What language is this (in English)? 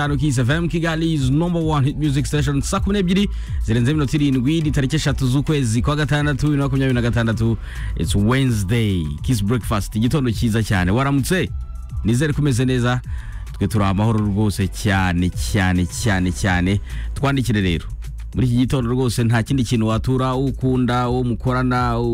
Kinyarwanda